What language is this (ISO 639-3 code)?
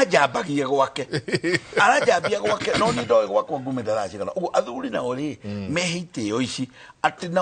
kik